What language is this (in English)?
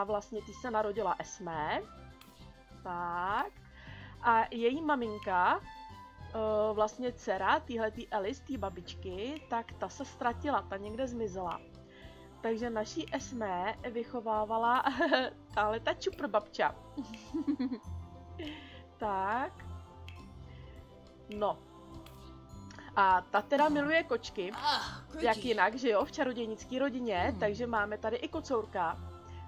Czech